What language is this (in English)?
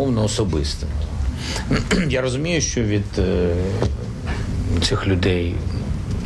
Ukrainian